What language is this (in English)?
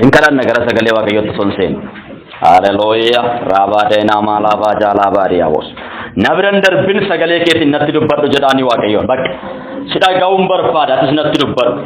Oromo